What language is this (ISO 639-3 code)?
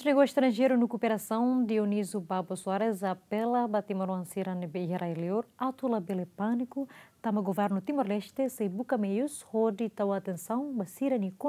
tet